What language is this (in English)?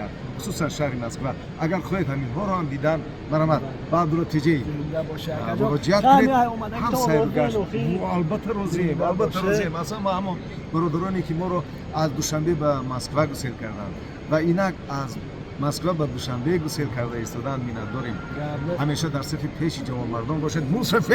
Tajik